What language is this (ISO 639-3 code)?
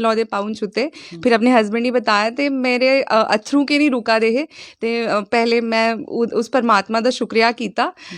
doi